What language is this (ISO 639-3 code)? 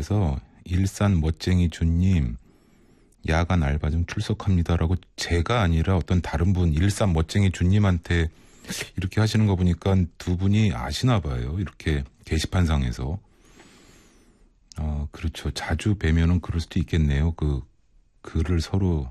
kor